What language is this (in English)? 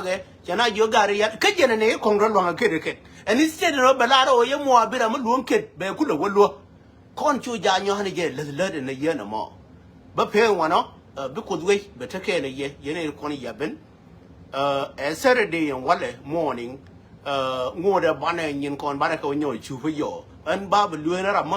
Nuer